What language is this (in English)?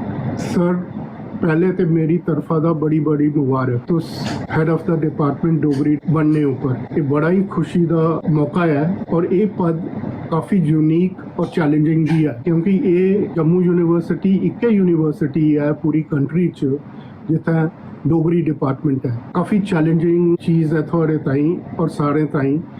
Dogri